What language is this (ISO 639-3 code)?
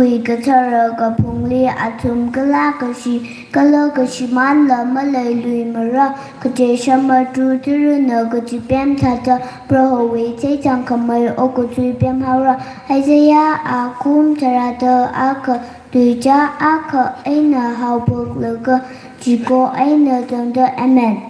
nmf